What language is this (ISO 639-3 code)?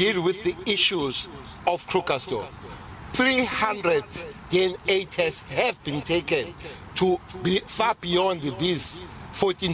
eng